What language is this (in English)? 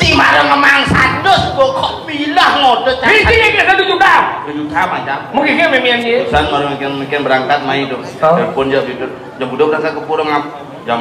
Balinese